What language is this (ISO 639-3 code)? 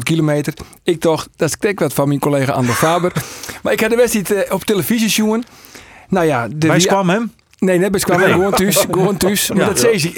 fry